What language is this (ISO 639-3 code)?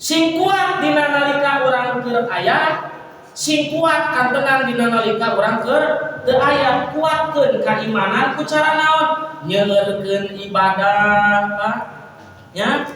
sun